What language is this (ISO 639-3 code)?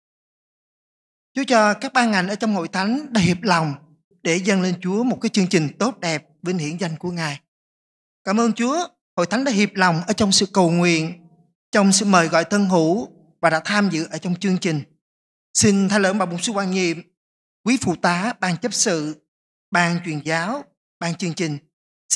vie